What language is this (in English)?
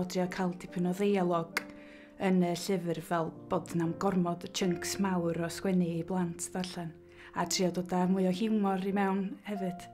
Welsh